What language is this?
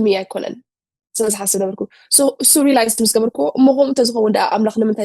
Tigrinya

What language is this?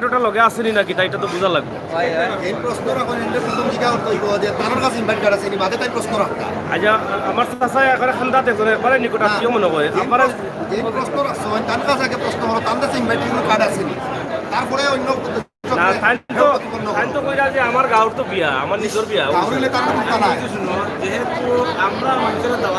Sylheti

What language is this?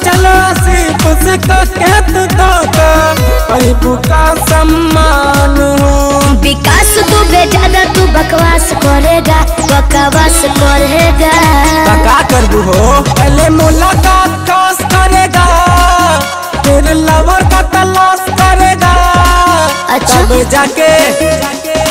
Bhojpuri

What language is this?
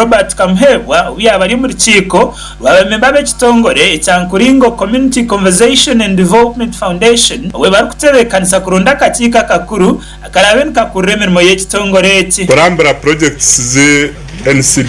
Nyankole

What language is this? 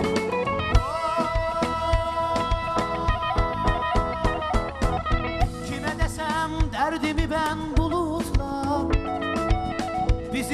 Turkish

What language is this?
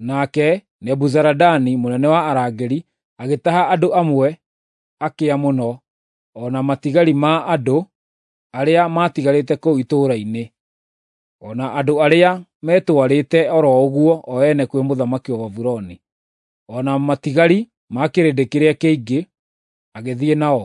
Kikuyu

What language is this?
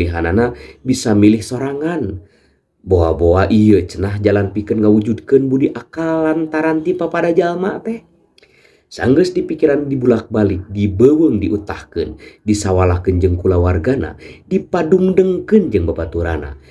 Sundanese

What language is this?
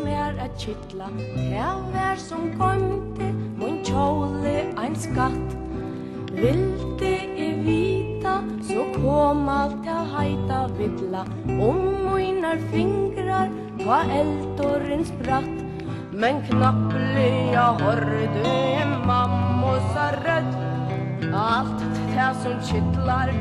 Faroese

